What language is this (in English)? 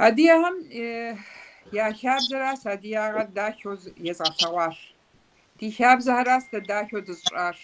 Kabardian